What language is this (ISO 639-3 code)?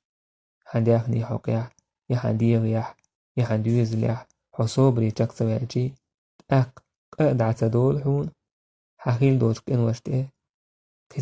che